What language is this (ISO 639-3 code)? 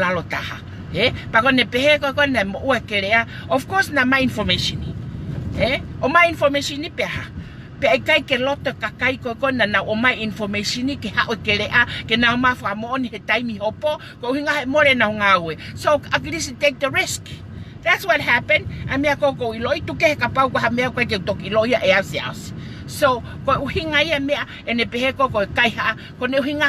ton